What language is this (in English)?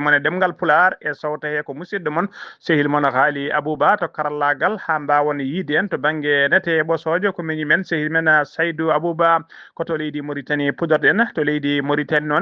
Fula